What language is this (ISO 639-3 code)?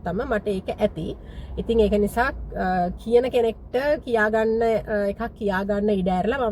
sin